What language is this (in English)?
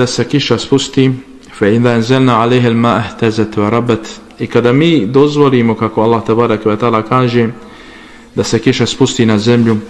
Bosnian